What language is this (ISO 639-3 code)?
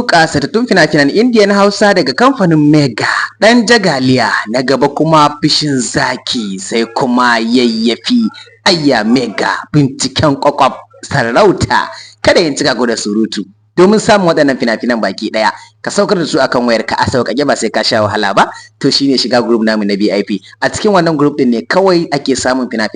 hau